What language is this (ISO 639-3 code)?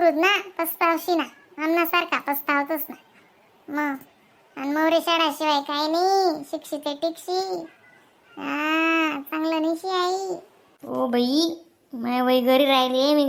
khn